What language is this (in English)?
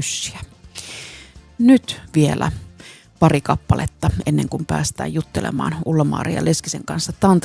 Finnish